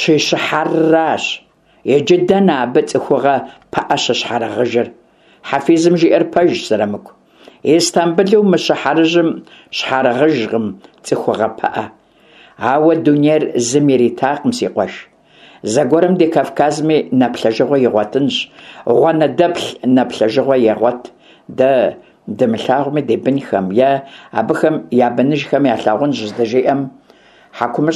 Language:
Kabardian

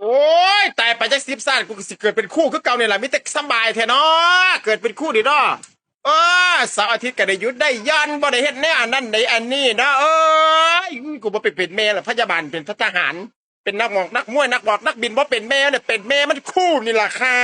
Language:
Northeastern Thai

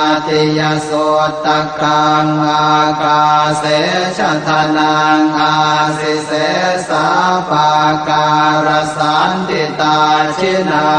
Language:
Pali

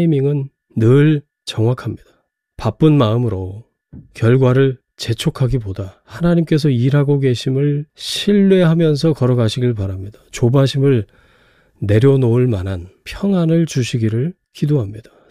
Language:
Korean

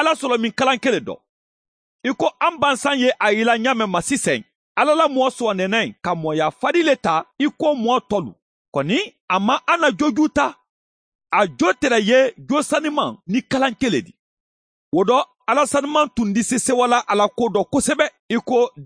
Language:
Bambara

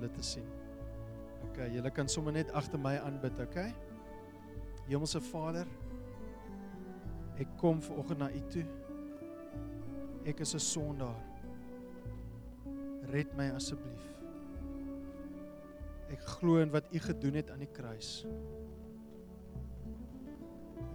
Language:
Afrikaans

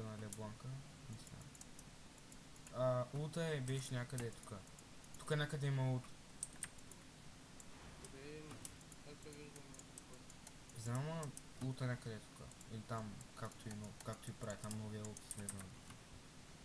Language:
Bulgarian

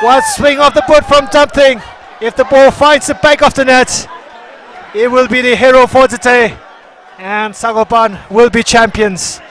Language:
Tangkhul Naga (India)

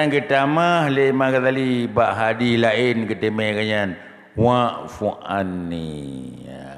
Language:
Achinese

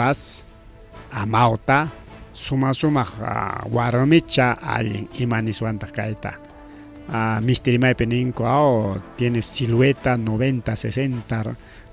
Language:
Ayacucho Quechua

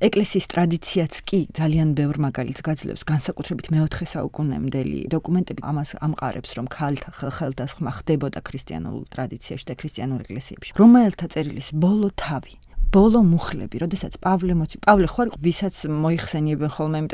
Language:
Georgian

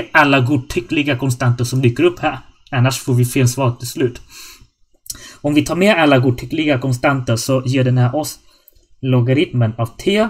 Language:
Swedish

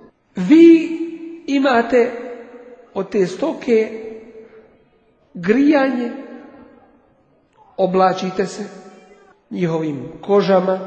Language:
Bosnian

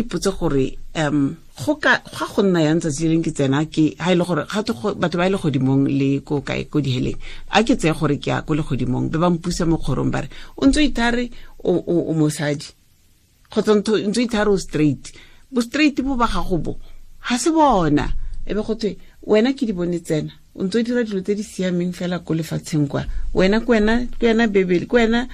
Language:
Tswana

